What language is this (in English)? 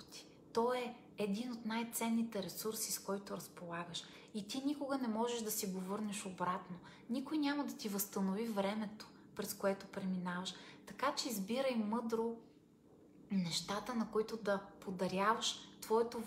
Bulgarian